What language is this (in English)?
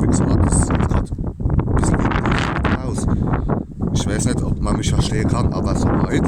Palatine German